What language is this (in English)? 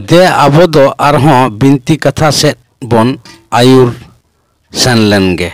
Santali